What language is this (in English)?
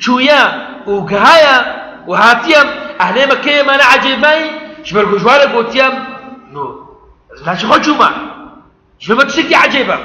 Kurdish